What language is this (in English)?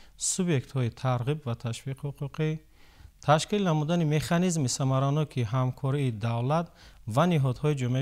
Tajik